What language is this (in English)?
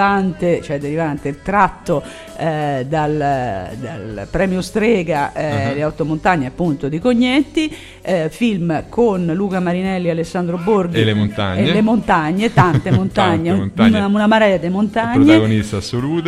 Italian